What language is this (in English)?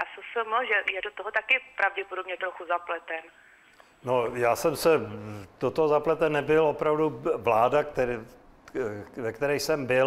Czech